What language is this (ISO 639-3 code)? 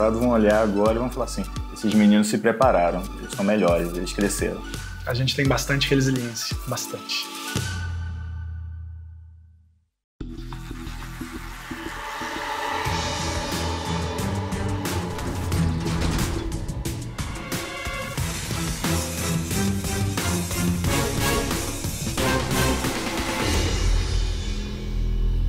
por